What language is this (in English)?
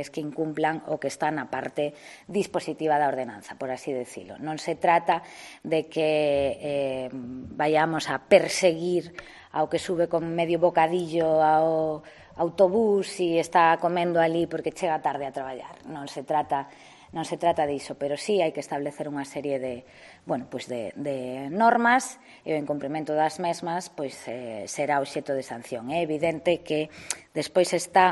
Galician